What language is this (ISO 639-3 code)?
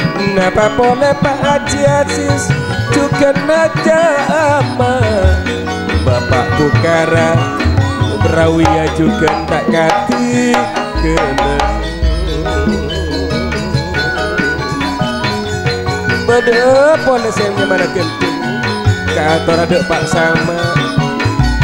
ind